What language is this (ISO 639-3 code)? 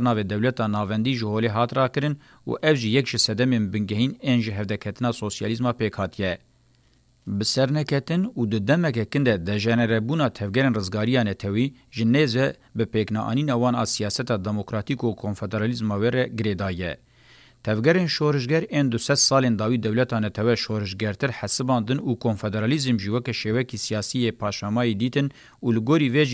kur